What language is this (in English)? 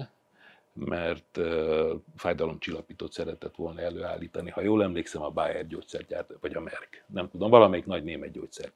Hungarian